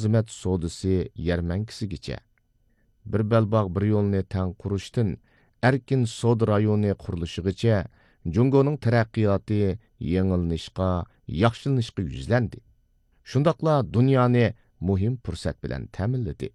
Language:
Uyghur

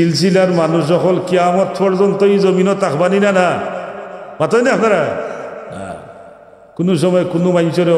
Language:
Sylheti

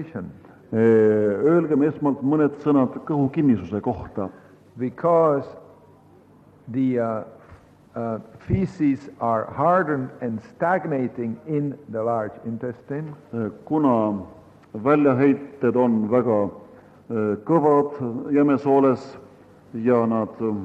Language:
Estonian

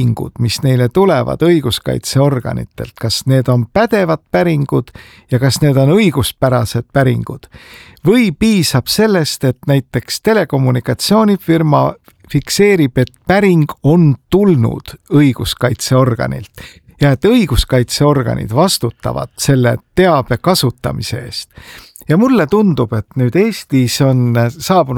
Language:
Estonian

